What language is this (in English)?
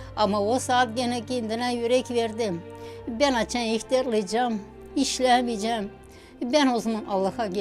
Gagauz